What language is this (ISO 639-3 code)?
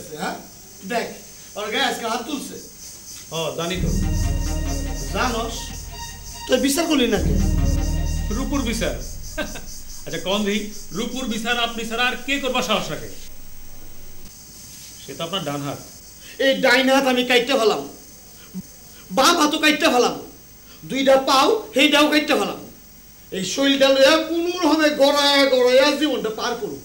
ben